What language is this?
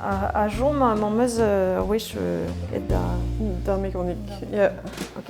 Breton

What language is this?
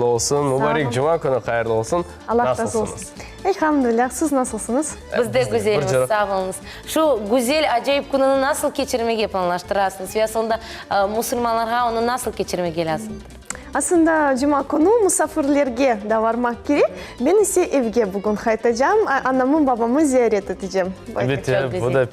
Crimean Tatar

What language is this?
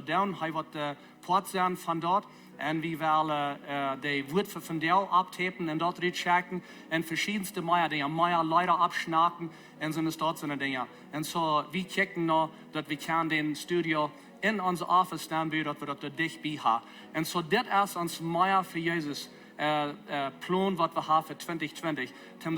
Plautdietsch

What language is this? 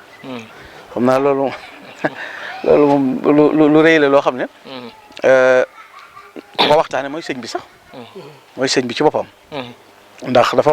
Wolof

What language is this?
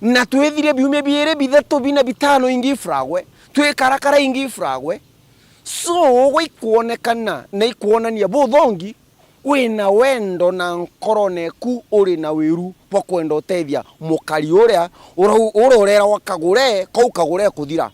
Meru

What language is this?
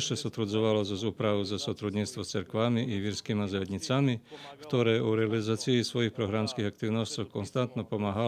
Rusyn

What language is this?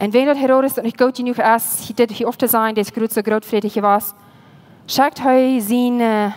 Plautdietsch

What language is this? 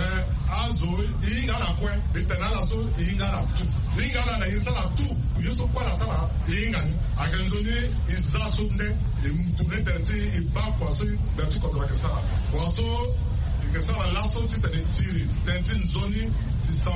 Sango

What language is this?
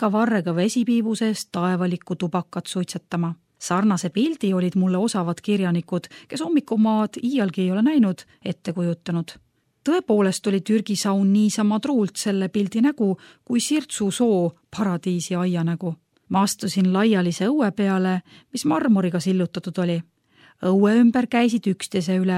Estonian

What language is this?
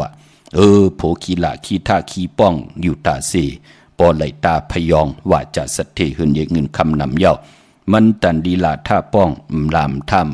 Shan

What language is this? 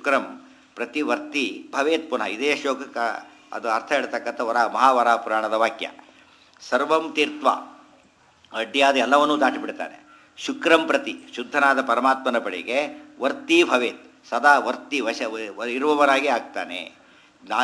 Kannada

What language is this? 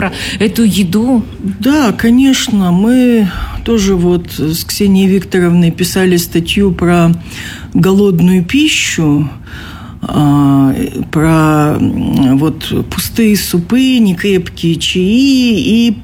Russian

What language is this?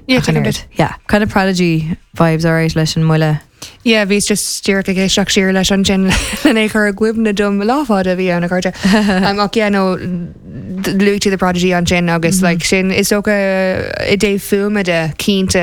Irish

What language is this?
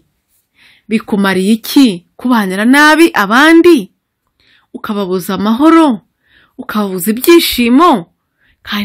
Kinyarwanda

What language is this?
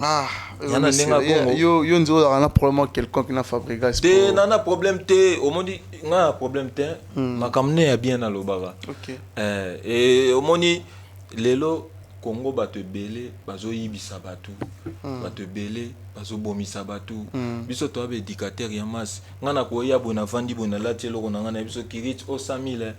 Lingala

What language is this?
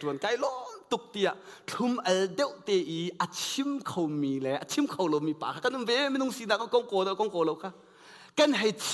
Hakha Chin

